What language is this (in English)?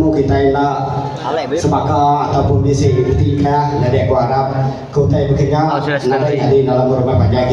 Iban